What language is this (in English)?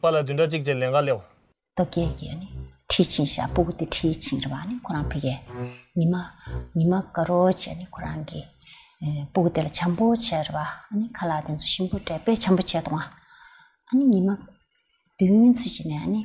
Tibetan